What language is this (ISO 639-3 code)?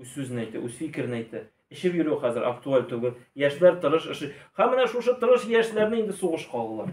tat